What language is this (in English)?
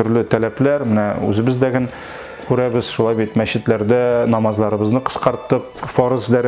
Tatar